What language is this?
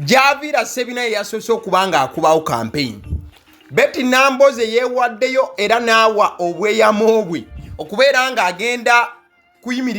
Ganda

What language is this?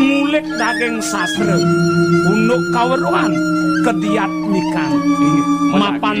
Balinese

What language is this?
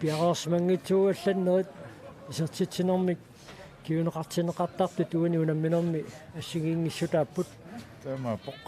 Kalaallisut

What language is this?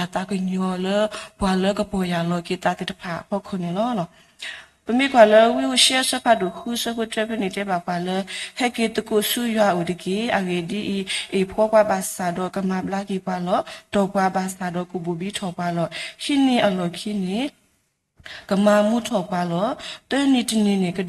S'gaw Karen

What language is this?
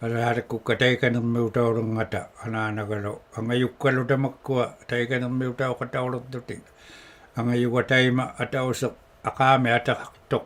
Inuktitut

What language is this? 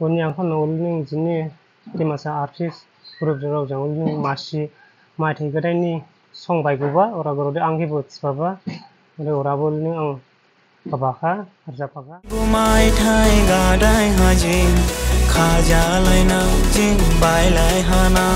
Dimasa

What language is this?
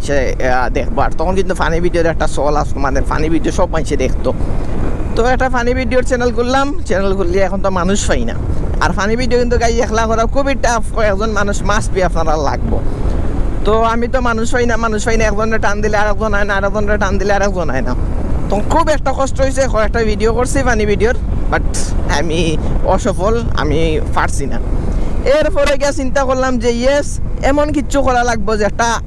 Sylheti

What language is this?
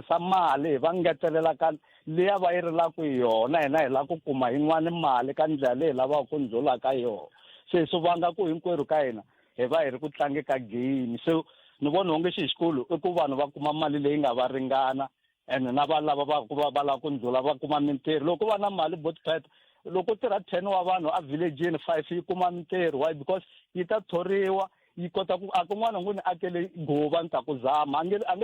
Tsonga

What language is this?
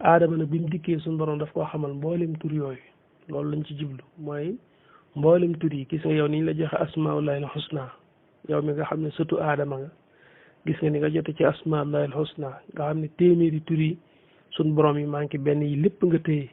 Wolof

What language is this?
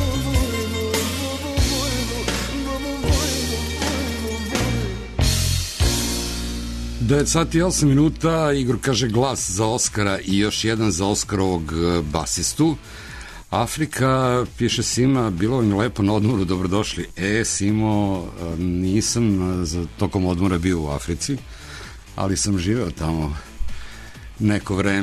Serbian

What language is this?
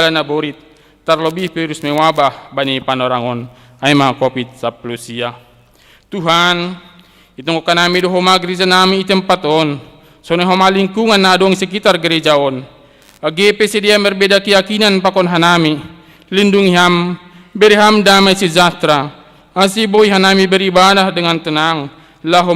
Batak Simalungun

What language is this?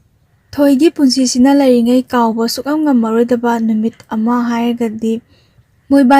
Manipuri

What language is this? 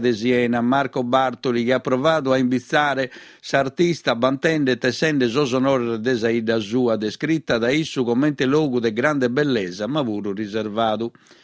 Sardinian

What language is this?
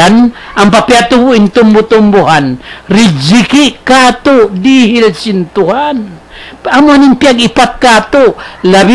Tausug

